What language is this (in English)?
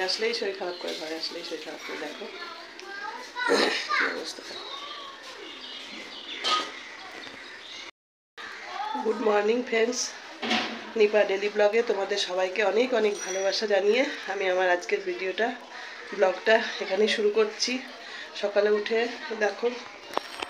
Bangla